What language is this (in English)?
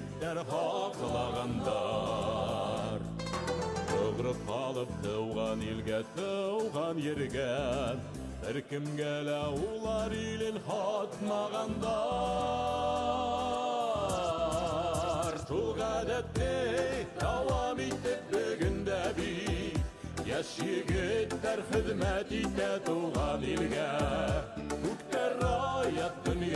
Bashkir